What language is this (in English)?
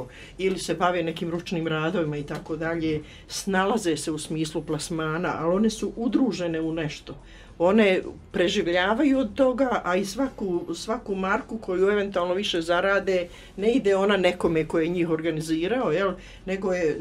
Bosnian